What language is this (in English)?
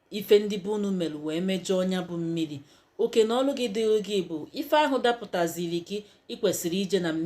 Igbo